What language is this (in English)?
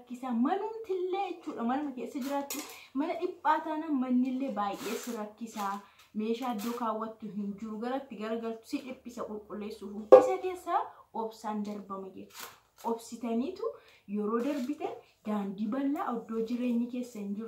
Oromo